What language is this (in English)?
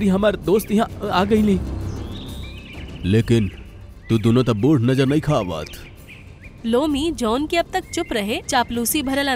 Bhojpuri